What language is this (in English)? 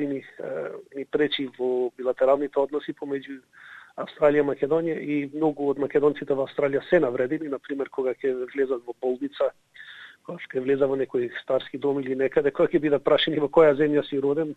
Macedonian